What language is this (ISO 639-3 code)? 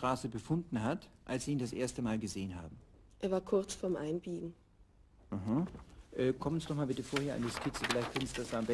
deu